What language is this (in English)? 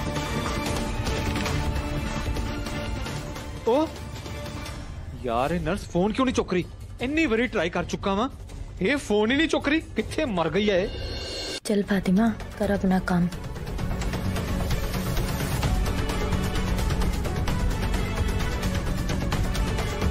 Punjabi